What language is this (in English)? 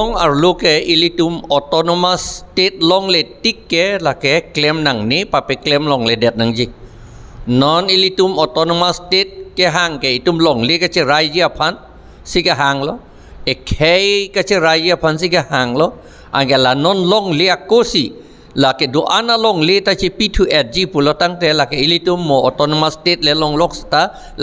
Karbi